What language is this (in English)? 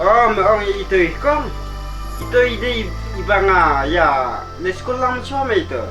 Khasi